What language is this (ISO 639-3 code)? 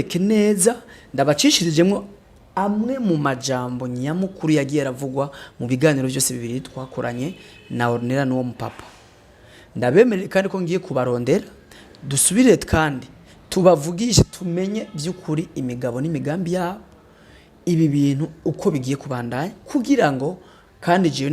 run